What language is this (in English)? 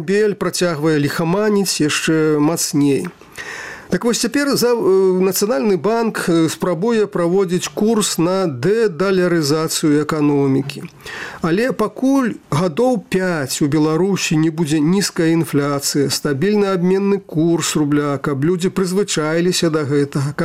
Belarusian